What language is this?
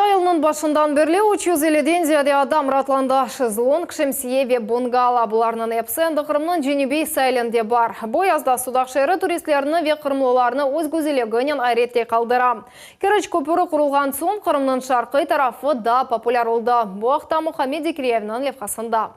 Crimean Tatar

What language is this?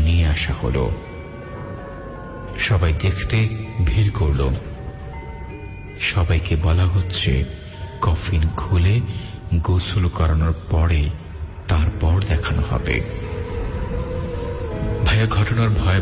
Bangla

